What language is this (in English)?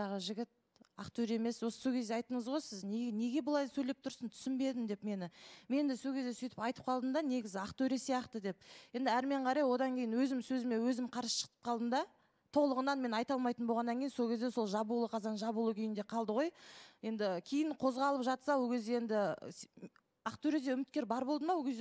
Kazakh